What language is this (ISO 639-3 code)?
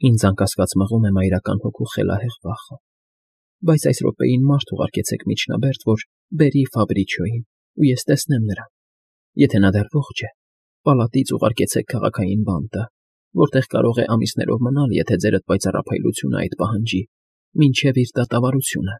hye